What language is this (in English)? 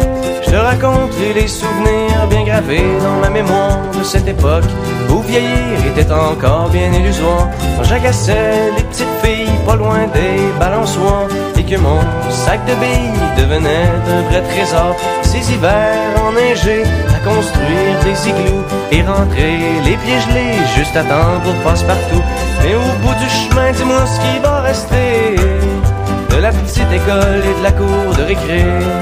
French